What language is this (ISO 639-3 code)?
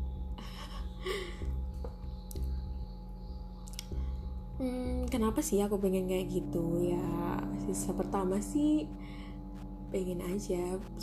ind